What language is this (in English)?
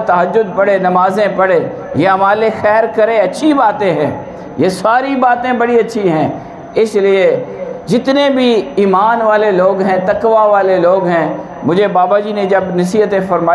Urdu